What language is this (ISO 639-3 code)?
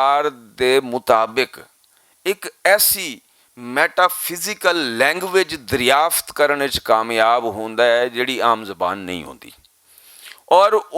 lah